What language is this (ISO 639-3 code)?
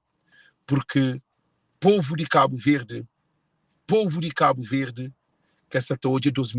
kea